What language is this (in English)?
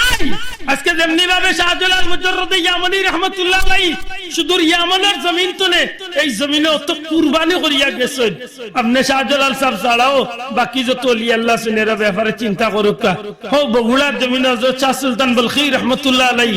Sylheti